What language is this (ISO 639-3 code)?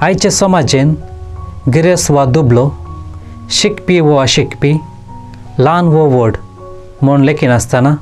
kok